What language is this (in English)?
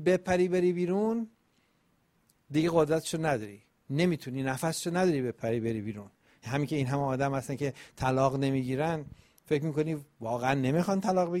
Persian